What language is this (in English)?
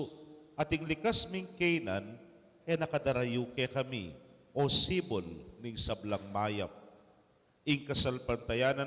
Pampanga